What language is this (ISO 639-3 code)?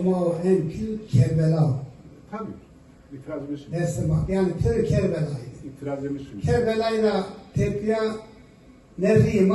zza